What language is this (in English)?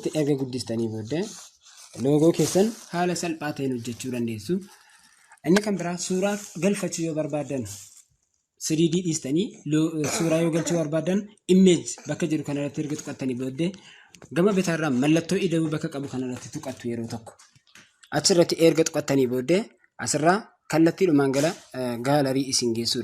Oromo